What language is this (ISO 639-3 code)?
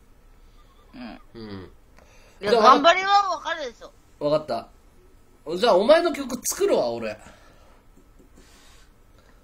jpn